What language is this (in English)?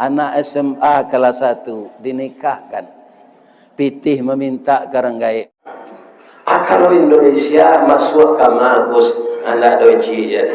Minangkabau